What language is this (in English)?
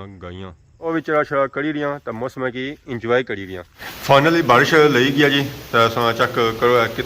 Pahari-Potwari